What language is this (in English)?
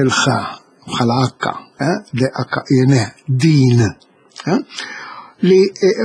Maltese